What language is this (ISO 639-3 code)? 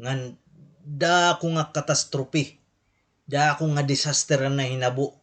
war